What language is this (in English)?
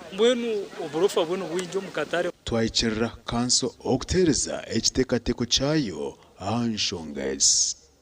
Nyankole